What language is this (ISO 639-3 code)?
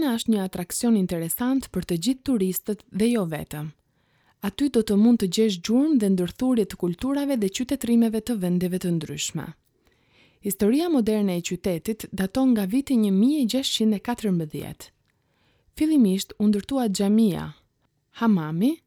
sqi